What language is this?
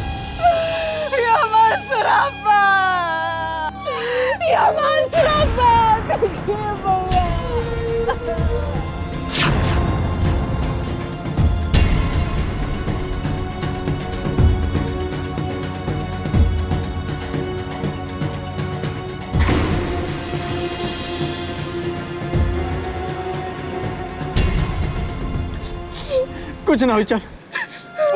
Bhojpuri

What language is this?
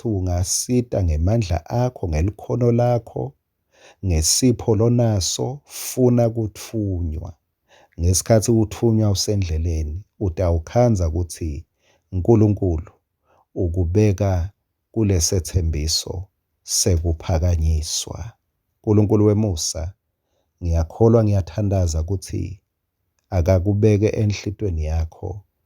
Swati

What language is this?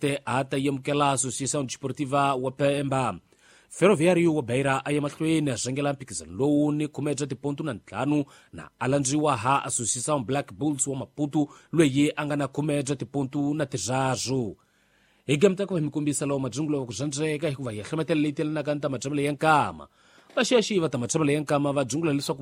Tsonga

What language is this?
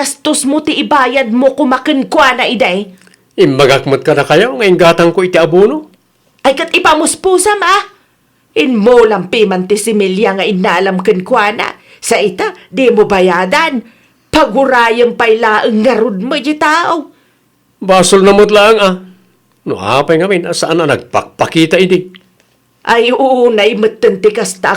Iloko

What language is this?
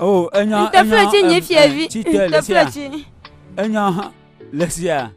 Ewe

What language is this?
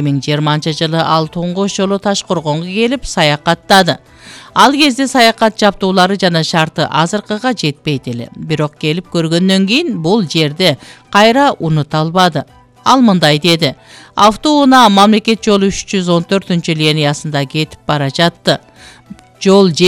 Kyrgyz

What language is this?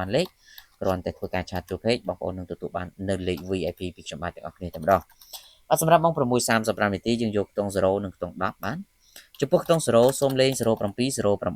Khmer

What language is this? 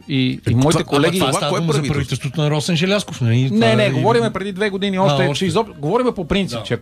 Bulgarian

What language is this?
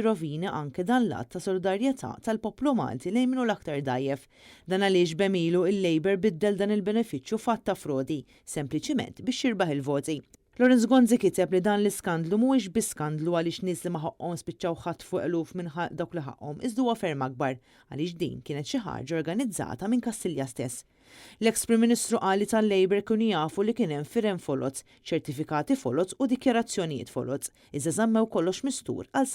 Maltese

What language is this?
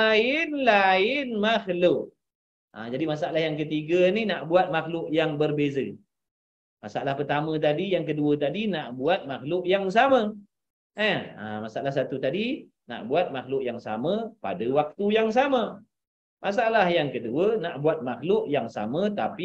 Malay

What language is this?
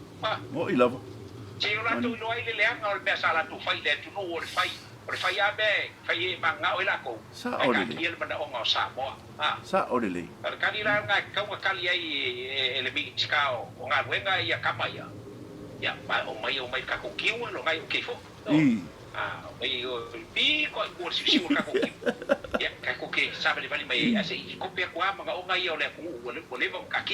Samoan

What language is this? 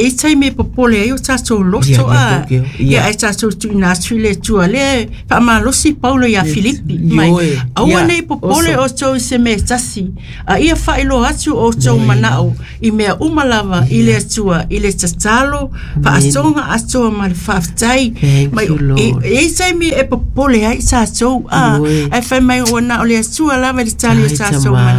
Samoan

